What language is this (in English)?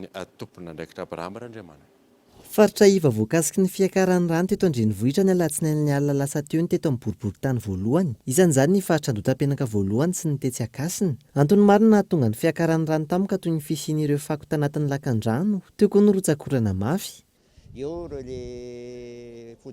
Malagasy